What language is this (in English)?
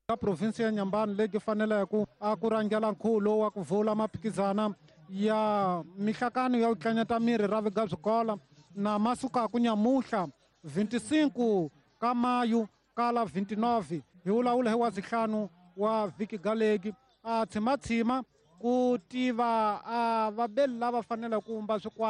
Tsonga